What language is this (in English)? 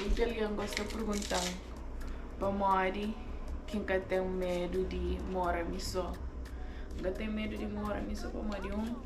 Kabuverdianu